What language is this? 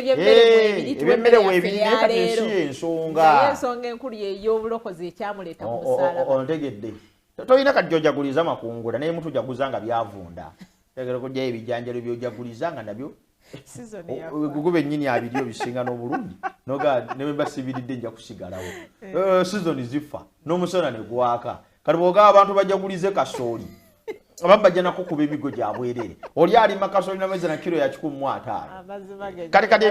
Ganda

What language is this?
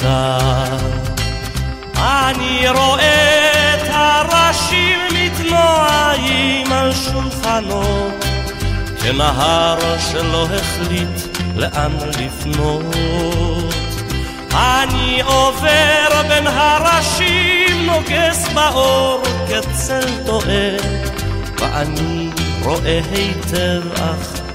Hebrew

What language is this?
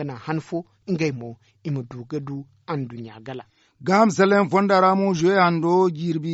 Zarma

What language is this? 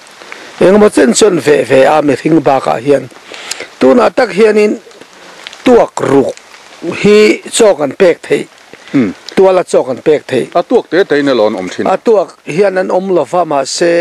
Mizo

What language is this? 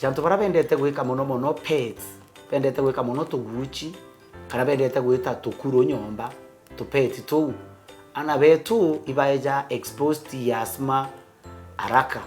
Meru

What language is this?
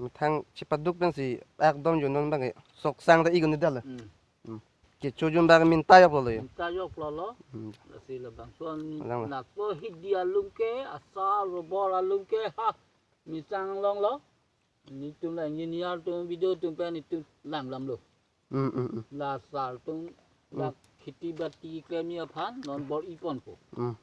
Karbi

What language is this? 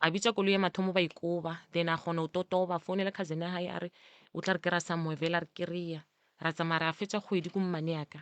Northern Sotho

